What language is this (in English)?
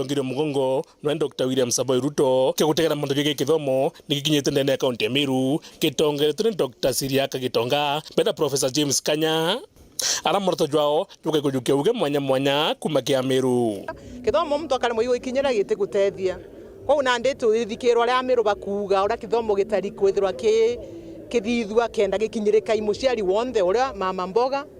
Meru